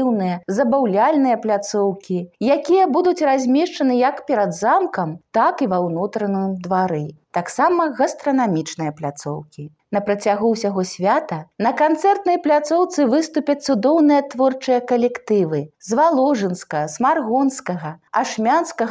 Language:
Belarusian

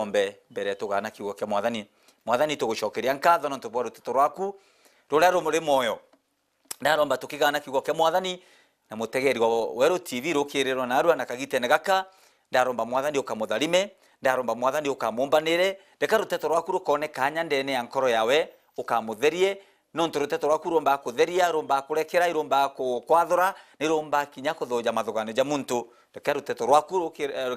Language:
Meru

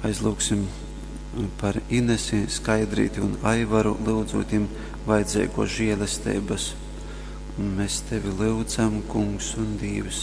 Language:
Latgalian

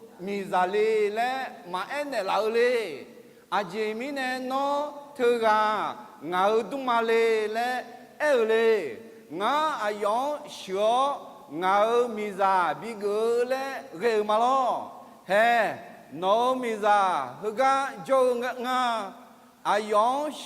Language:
Akha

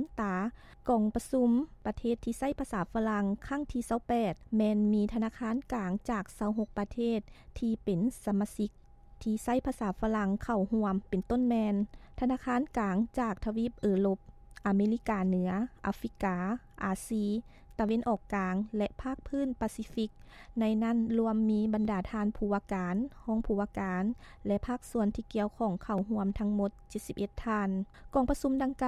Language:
Lao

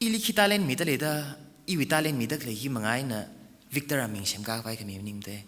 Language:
Tangkhul Naga (India)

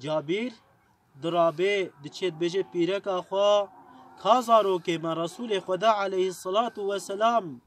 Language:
Kurdish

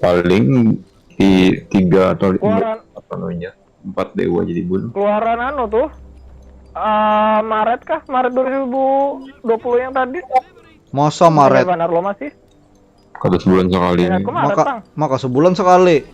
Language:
Banjar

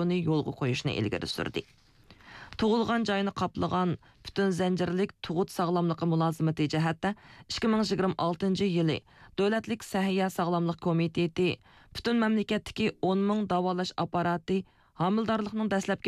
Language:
Uyghur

